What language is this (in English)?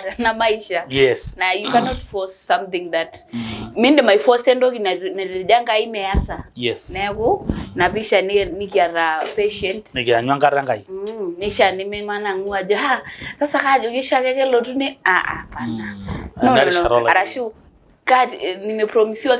Masai